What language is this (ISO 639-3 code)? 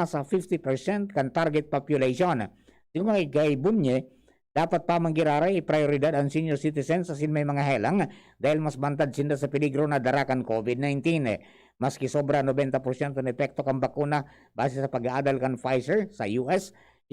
bik